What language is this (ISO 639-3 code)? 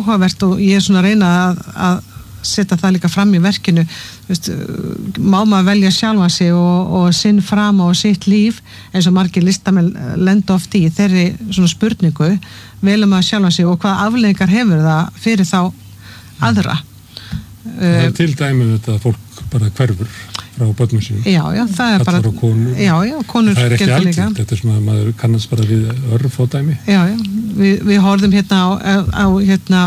isl